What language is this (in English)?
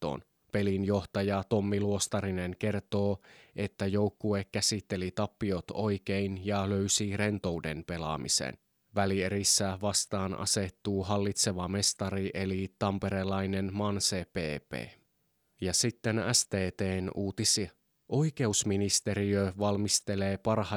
Finnish